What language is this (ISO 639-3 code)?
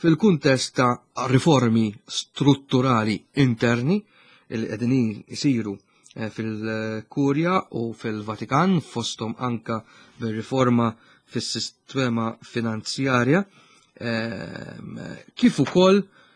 mlt